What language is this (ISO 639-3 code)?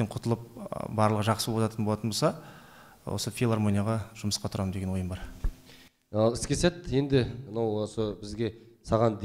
kaz